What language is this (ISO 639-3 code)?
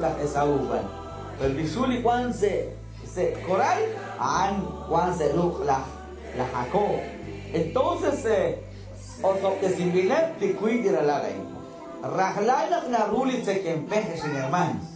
kek